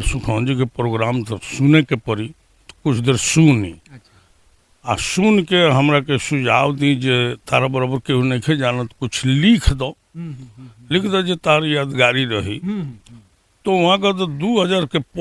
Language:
Bhojpuri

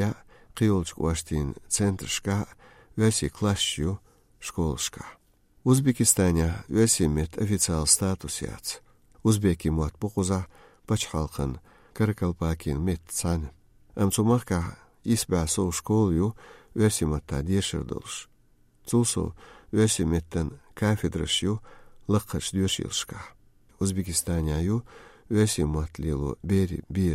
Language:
Chechen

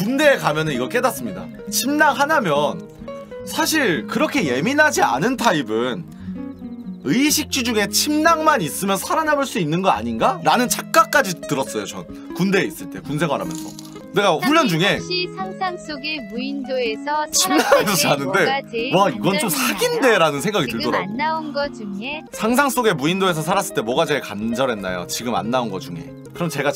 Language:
Korean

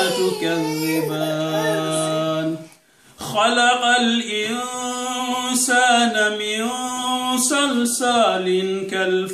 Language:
Pular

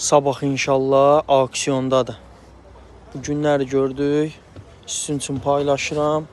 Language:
Azerbaijani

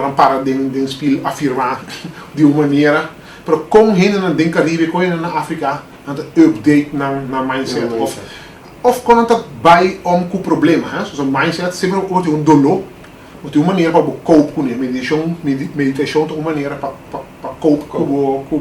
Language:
Papiamento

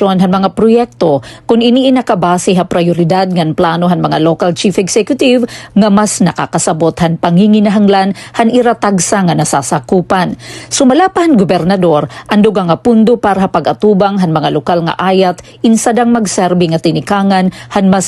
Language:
Waray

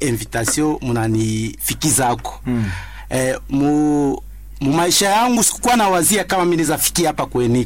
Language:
Swahili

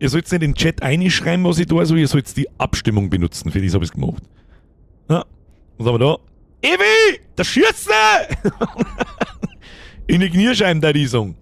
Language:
Bavarian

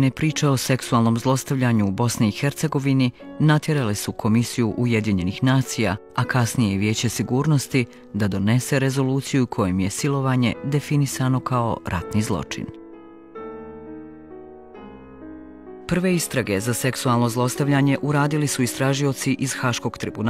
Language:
Bosnian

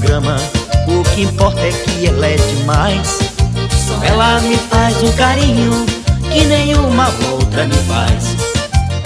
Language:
Portuguese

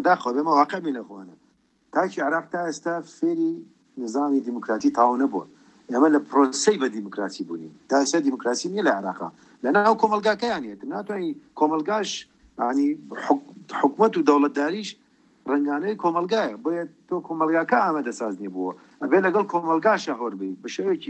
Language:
Central Kurdish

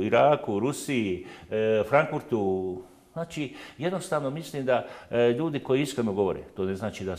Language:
Bosnian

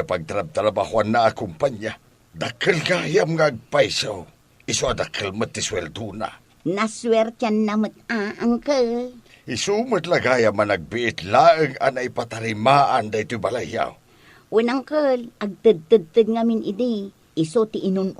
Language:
Iloko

